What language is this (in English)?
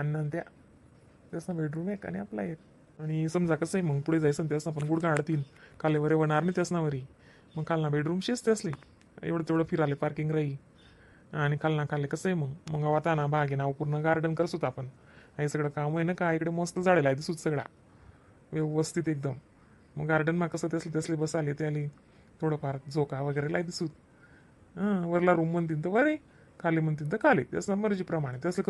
Khandesi